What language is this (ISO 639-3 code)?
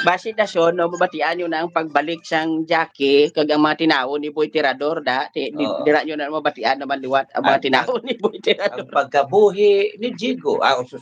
hil